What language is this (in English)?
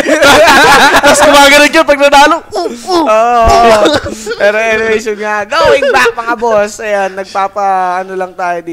Filipino